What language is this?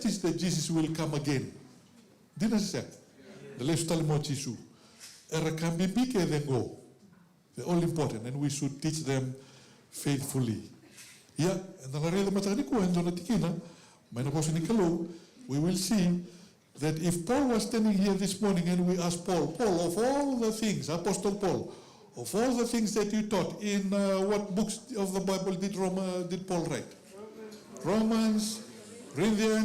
Fijian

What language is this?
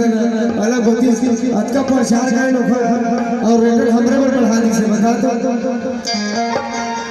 Chhattisgarhi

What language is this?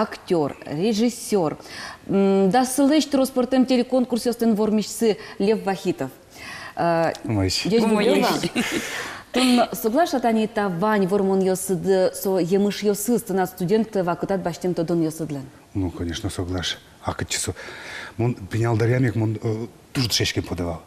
Udmurt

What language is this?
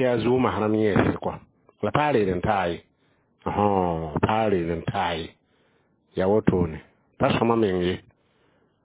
Mossi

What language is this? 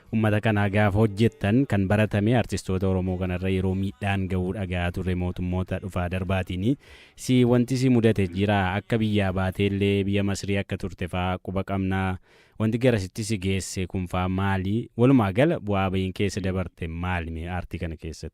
Oromo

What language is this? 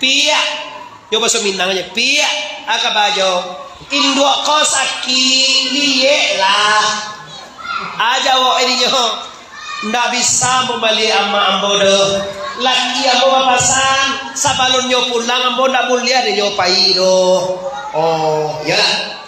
Minangkabau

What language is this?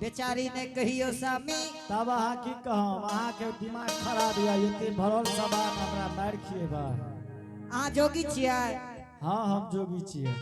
Angika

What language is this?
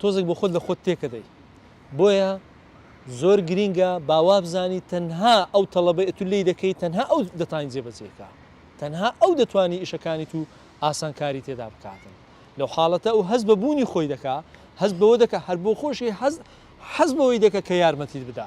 Central Kurdish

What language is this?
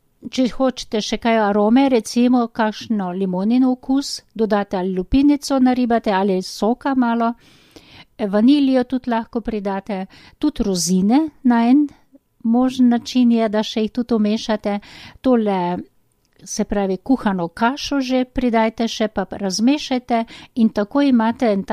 Slovenian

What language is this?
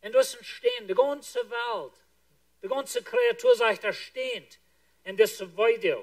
Plautdietsch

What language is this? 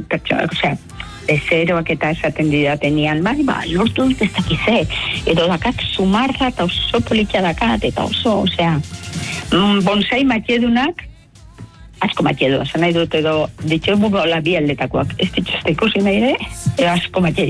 Basque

